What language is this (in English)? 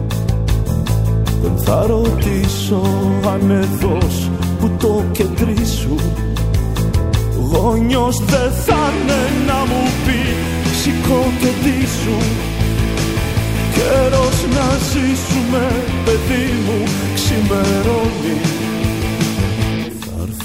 Greek